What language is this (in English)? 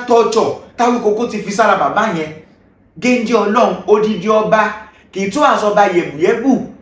Yoruba